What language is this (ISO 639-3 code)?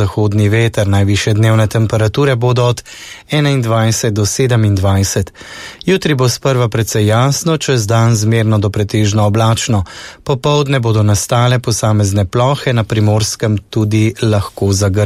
slv